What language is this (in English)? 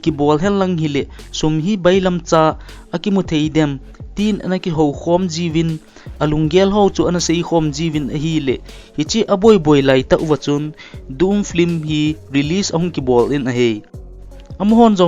Thado Chin